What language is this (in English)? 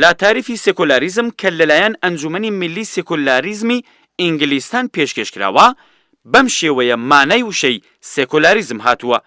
Central Kurdish